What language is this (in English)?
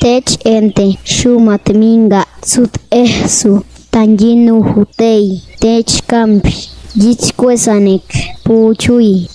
Páez